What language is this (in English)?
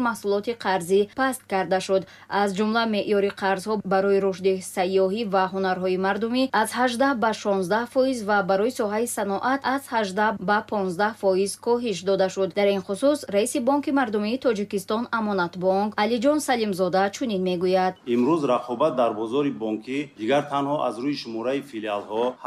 Tajik